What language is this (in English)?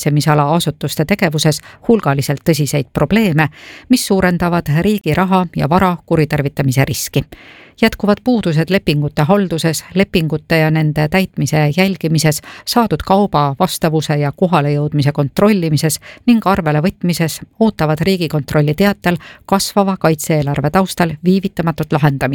Estonian